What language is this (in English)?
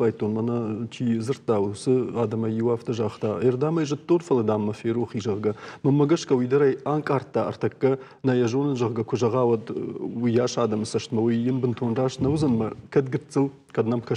Ossetic